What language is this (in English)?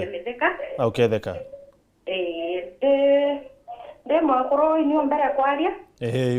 Meru